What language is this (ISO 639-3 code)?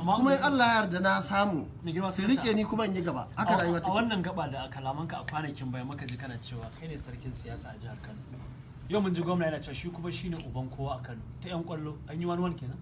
hau